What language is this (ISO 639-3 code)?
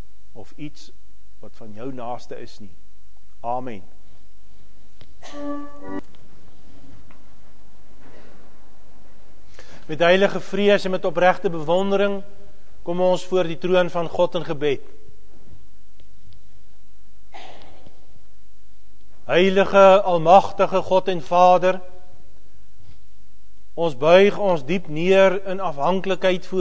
afr